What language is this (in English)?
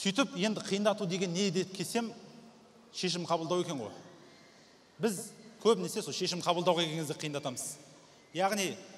Kazakh